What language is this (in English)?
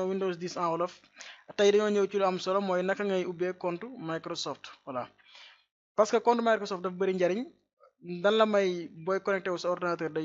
Wolof